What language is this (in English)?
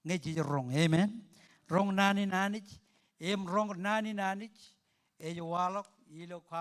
Marshallese